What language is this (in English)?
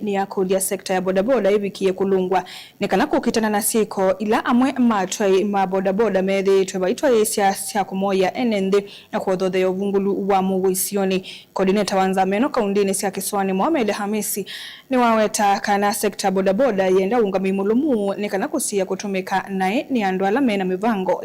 Kamba